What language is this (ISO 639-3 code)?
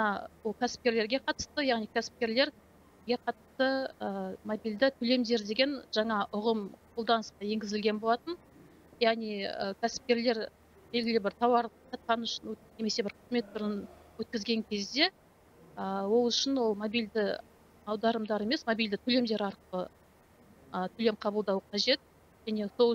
kaz